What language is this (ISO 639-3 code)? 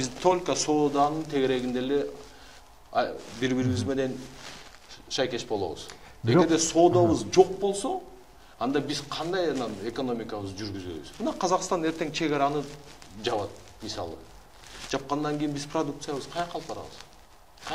kir